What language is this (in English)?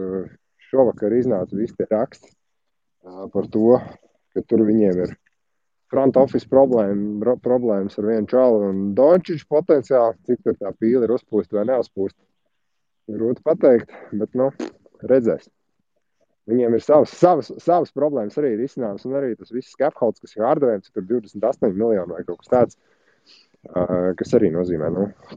Latvian